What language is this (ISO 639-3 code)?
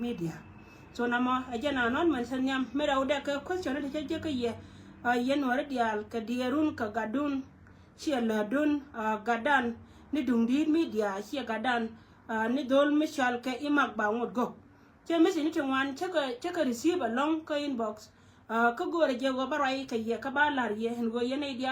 nus